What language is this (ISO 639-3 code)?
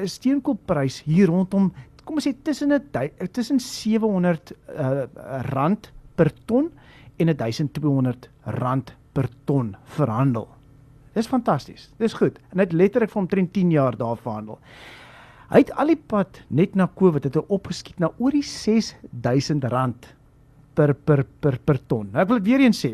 afr